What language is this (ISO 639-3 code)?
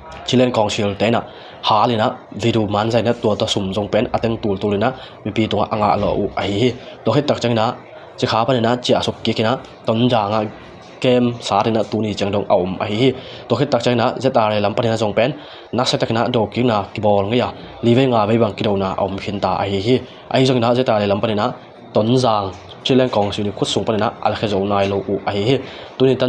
ctd